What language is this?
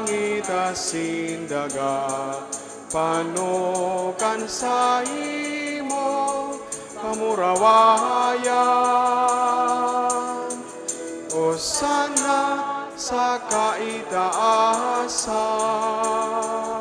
Bikol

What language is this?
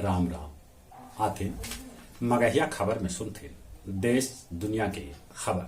Magahi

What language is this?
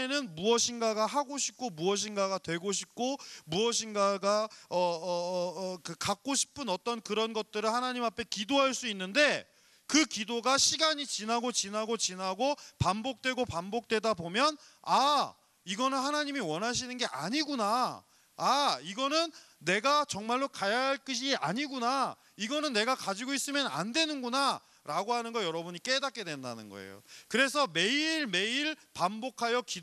Korean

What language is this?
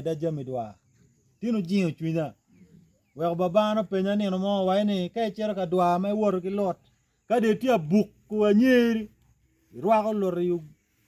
Acoli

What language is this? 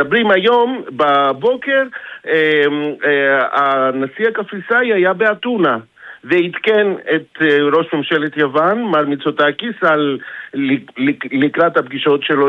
Hebrew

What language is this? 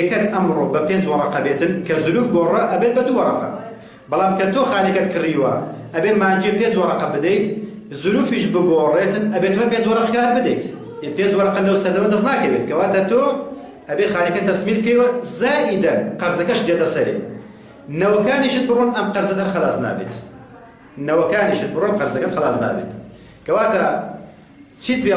Central Kurdish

